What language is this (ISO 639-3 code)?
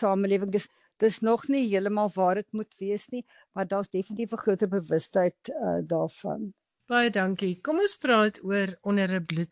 afr